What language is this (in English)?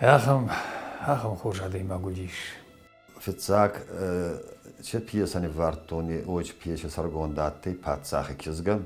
Ossetic